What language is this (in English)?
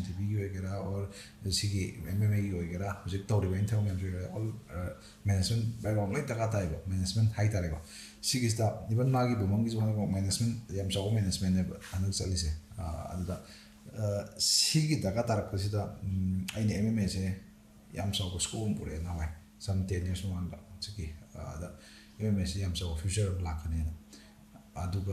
Manipuri